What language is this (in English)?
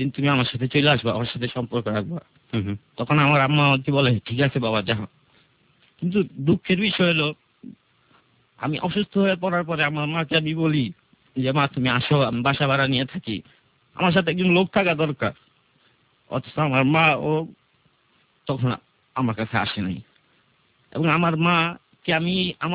Bangla